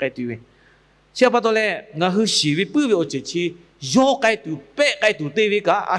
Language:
Lahu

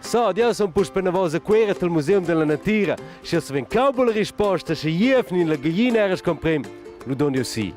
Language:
Romansh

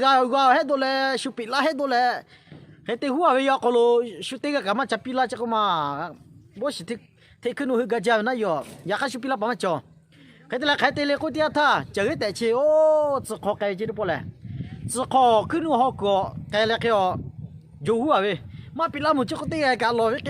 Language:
Lahu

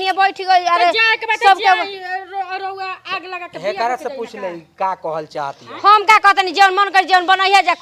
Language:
Bhojpuri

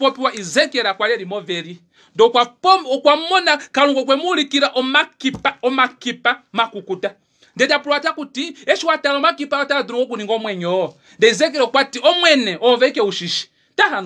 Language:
Kuanyama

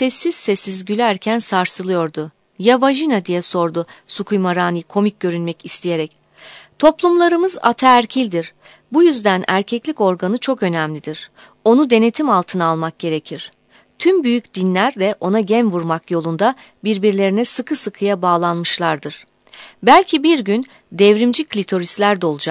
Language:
Turkish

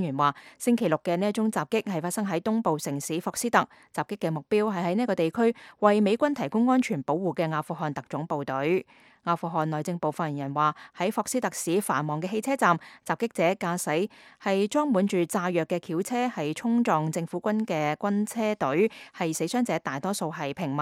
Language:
Cantonese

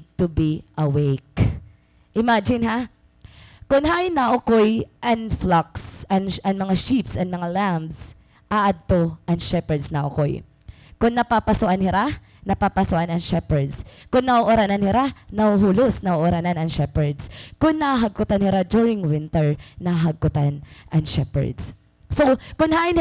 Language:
Waray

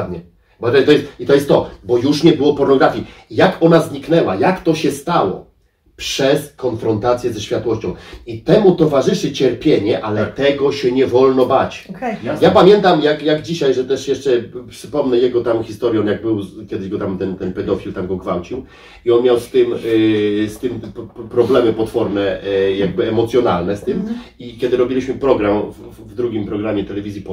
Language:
Polish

